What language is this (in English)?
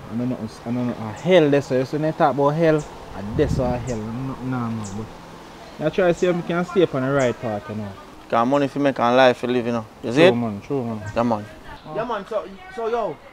Jamaican Creole English